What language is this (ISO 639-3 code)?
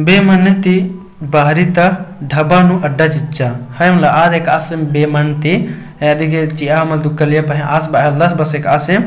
kru